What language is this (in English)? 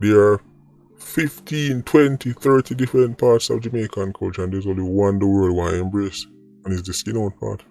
Jamaican Creole English